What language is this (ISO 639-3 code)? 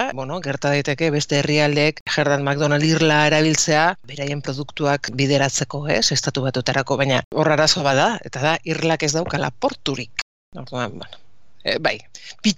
eus